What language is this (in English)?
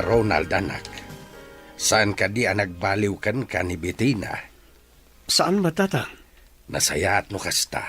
Iloko